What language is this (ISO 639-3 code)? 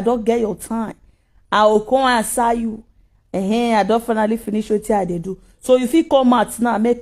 pcm